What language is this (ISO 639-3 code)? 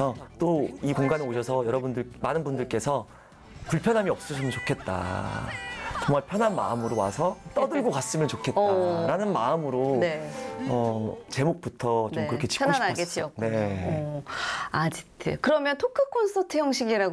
kor